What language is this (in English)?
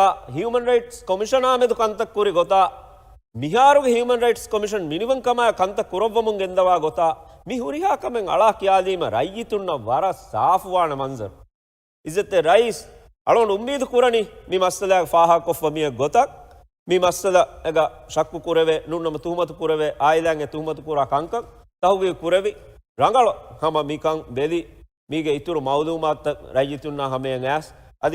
Divehi